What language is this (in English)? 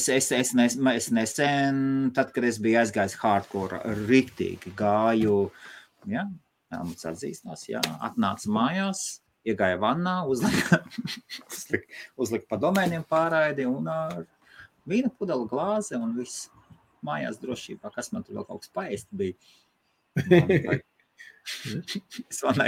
Latvian